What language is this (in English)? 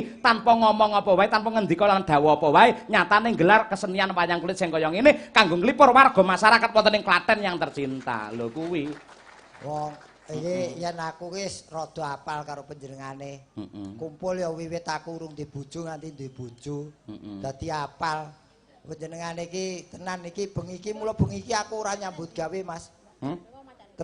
Javanese